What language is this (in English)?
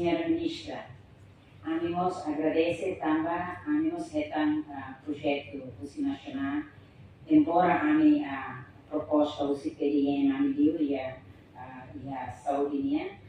Tetum